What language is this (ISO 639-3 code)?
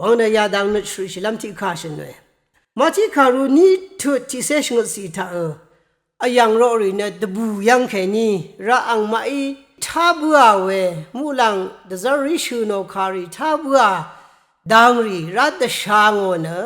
raw